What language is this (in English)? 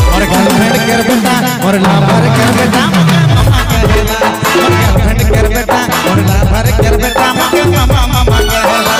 Sadri